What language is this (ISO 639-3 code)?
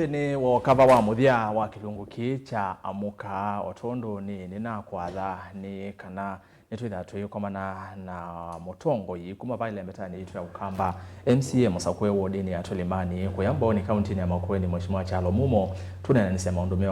kam